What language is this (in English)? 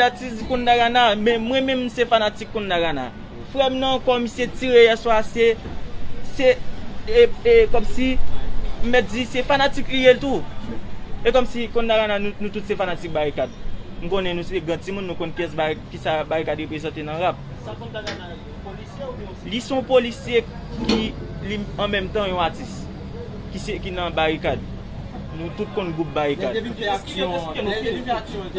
Haitian Creole